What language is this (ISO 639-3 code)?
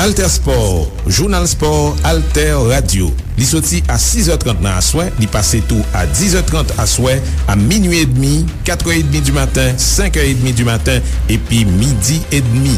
hat